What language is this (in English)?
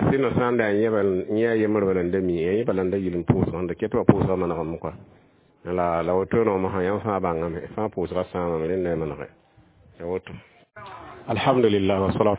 Mossi